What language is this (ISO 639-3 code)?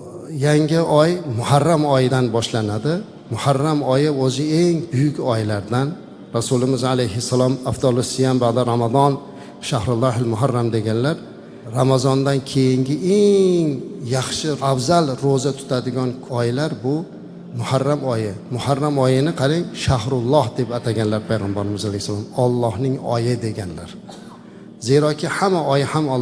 uzb